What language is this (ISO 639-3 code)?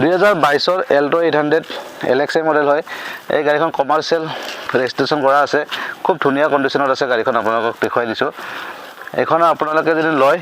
asm